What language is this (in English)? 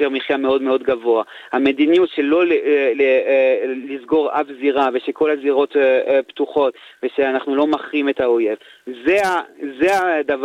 Hebrew